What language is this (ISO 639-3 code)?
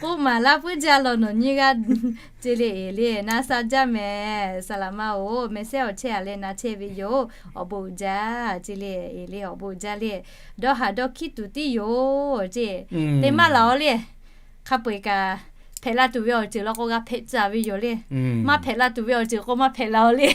lhu